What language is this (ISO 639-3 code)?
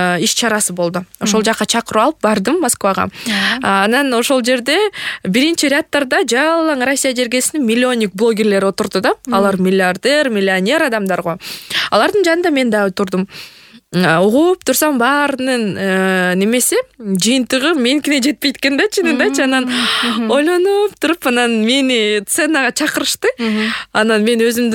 kir